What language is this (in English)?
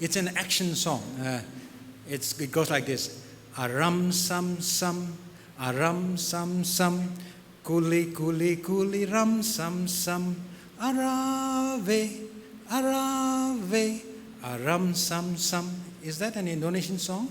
Tangkhul Naga (India)